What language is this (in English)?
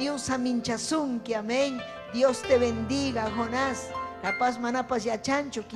Ayacucho Quechua